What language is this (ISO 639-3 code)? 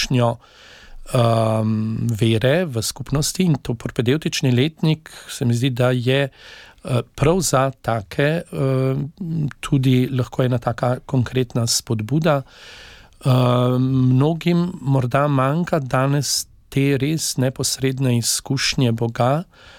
slv